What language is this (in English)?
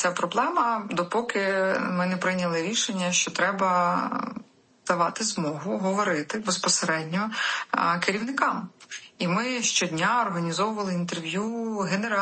Ukrainian